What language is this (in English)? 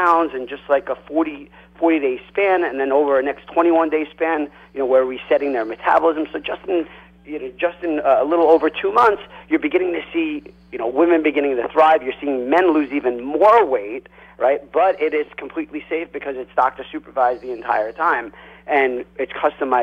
English